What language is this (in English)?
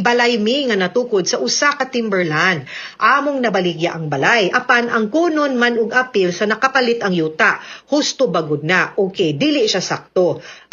Cebuano